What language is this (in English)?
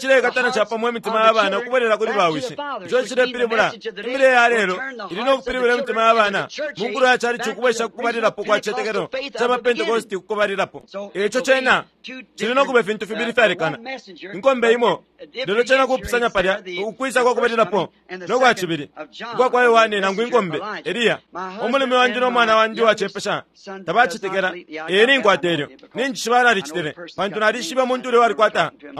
Bemba